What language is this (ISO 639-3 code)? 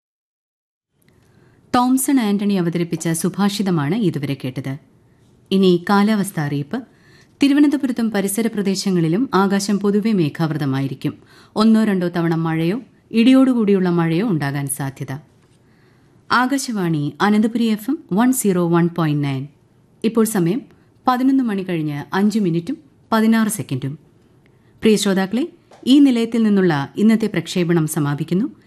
mal